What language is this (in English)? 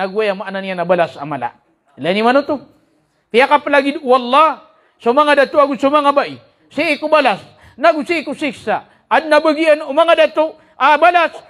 Maranao